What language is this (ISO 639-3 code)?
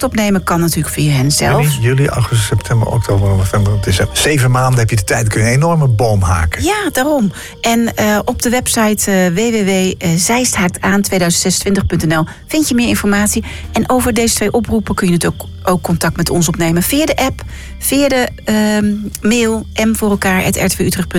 nld